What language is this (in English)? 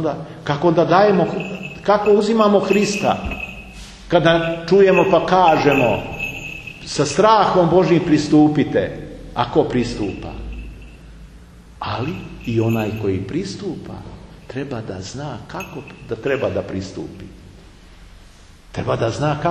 Serbian